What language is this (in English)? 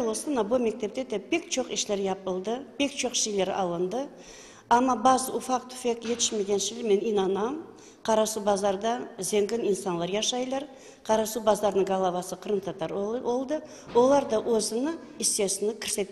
Crimean Tatar